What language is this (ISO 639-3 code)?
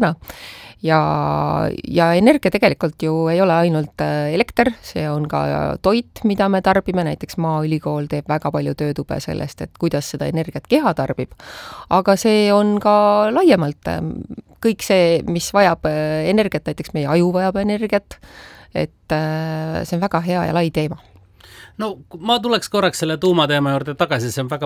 est